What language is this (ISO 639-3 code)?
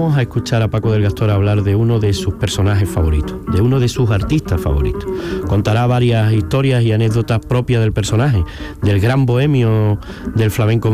spa